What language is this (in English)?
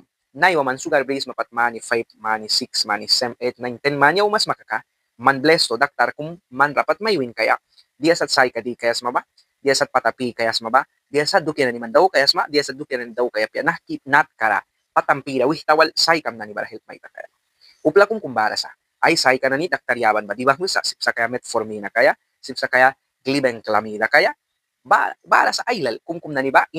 Mískito